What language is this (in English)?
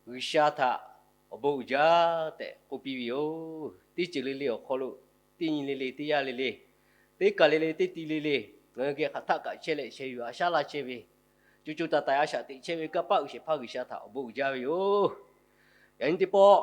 Lahu